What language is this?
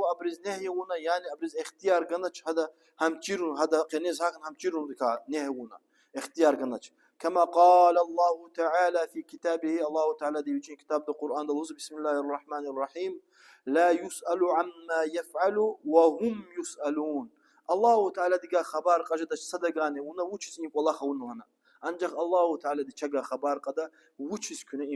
Lezghian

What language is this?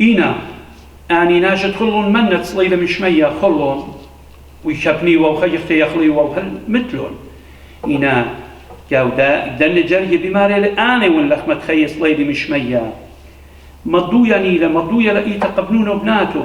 Assyrian Neo-Aramaic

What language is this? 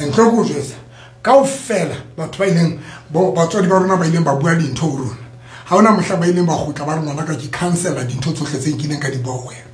Southern Sotho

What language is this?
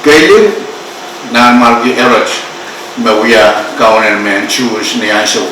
Pohnpeian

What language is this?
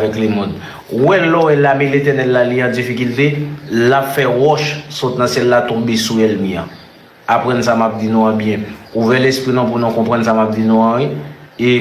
Haitian Creole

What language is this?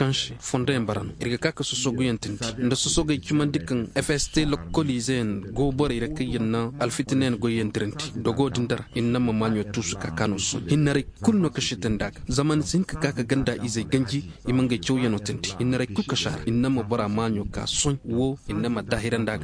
Koyraboro Senni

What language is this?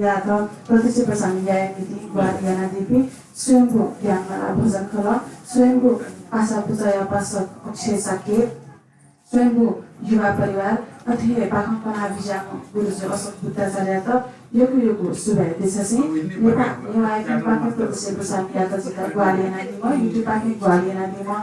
Newari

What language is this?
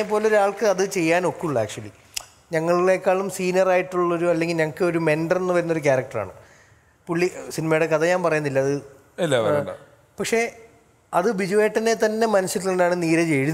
Malayalam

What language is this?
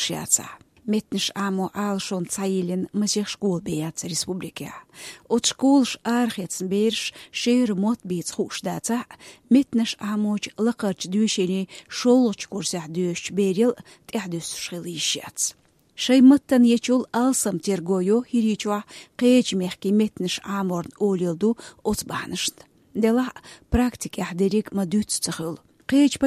Chechen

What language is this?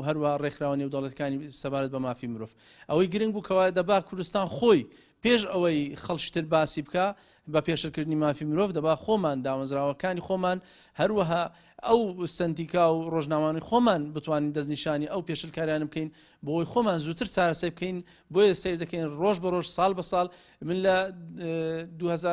Central Kurdish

